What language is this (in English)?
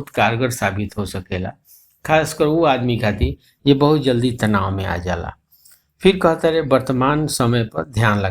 Bhojpuri